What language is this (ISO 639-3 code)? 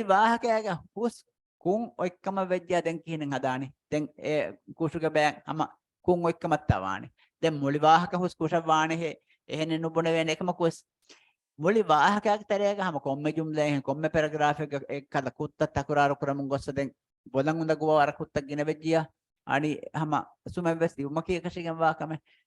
div